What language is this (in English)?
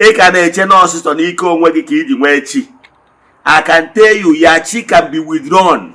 Igbo